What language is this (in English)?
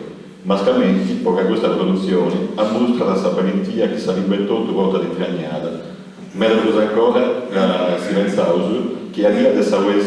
Sardinian